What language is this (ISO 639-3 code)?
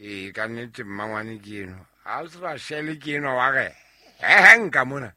sot